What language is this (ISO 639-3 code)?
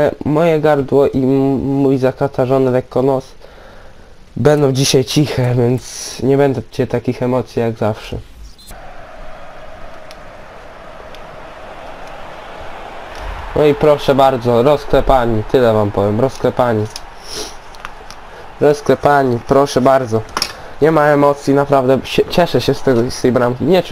pol